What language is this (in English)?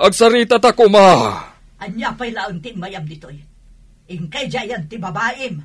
Iloko